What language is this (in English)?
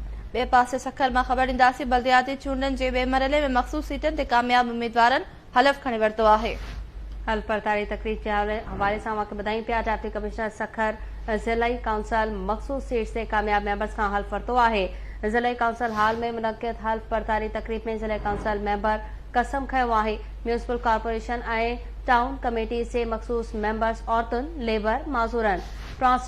Sindhi